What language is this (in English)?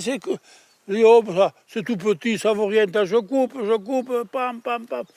Occitan